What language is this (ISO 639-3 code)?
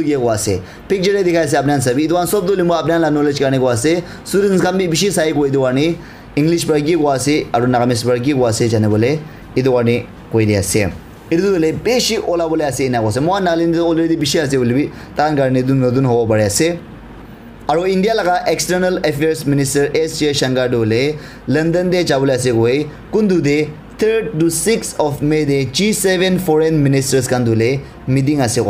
nag